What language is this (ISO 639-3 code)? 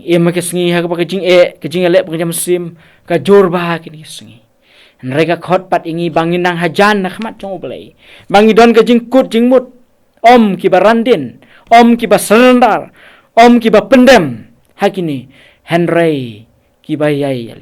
kha